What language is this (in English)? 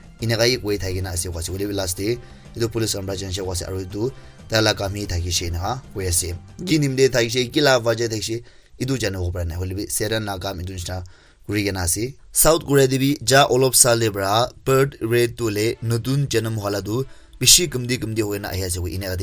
Naga Pidgin